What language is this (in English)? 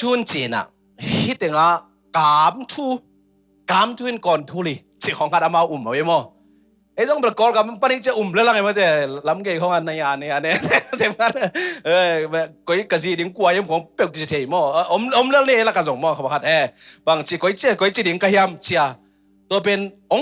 Tedim Chin